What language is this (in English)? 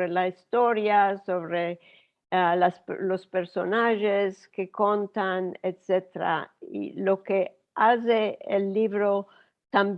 Ladino